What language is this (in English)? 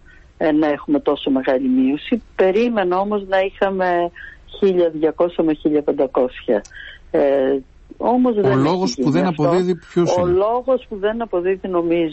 Greek